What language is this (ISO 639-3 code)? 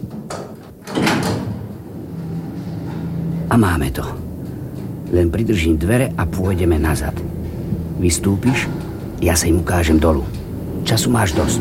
slk